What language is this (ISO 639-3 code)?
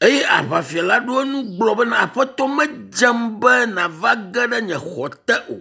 ewe